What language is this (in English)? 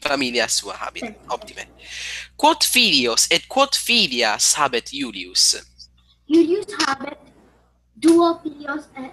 Latin